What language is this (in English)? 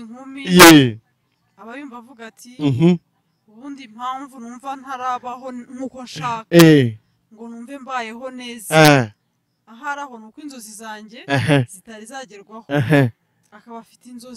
Kinyarwanda